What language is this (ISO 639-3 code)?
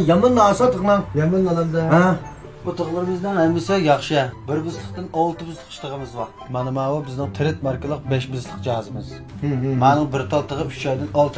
uig